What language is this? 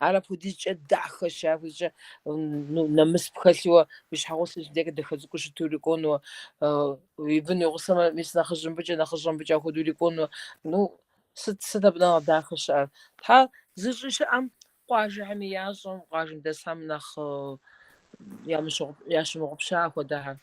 Kabardian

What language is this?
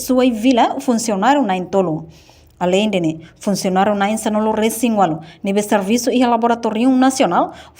Tetum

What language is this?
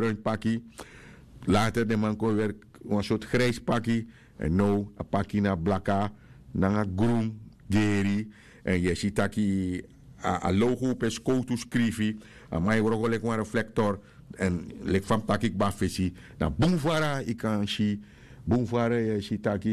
Sranan Tongo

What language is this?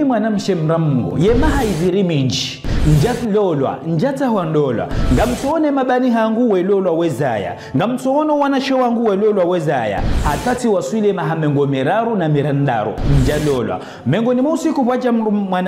Ngazidja Comorian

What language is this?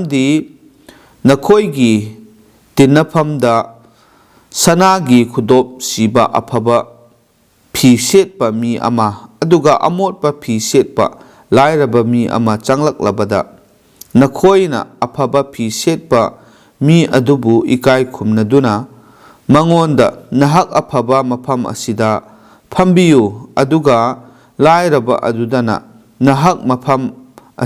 Manipuri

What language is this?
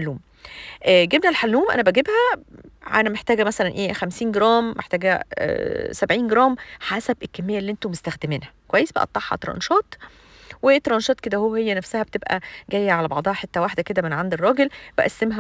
Egyptian Arabic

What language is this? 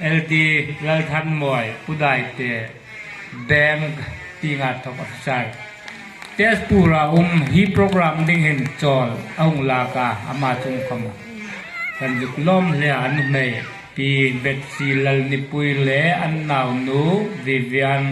Hmar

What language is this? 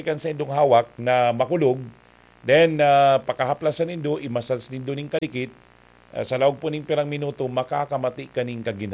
Bikol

